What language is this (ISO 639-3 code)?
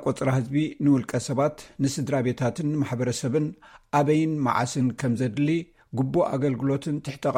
tir